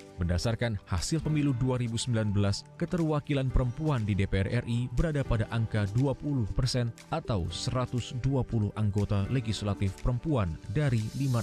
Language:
Indonesian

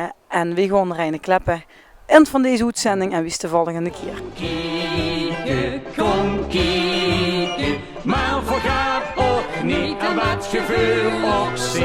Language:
Limburgish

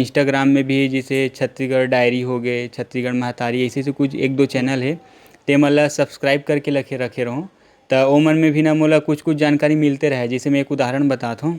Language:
Chhattisgarhi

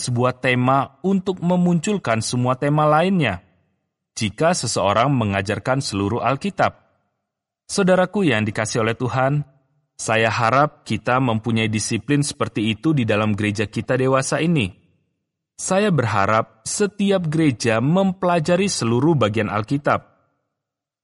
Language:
Indonesian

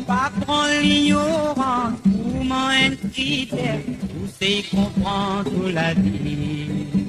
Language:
Morisyen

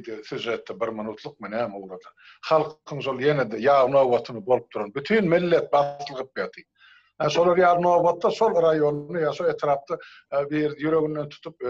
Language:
Turkmen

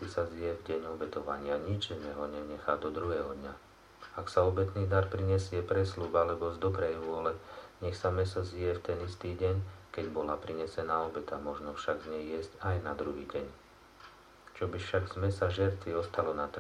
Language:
Slovak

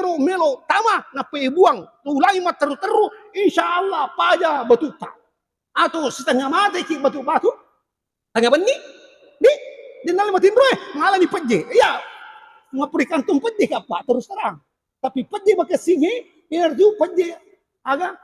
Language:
Buginese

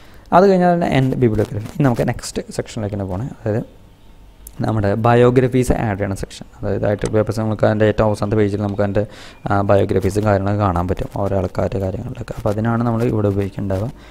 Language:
Malayalam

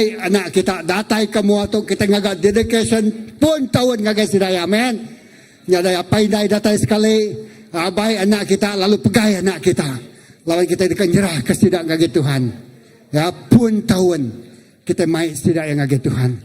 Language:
Iban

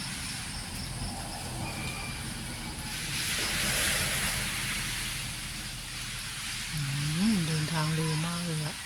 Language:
Lao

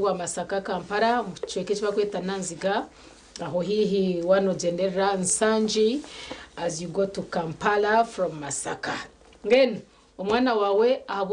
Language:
Nyankole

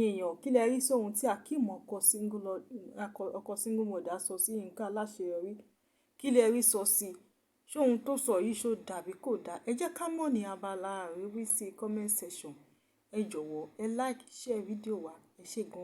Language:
Yoruba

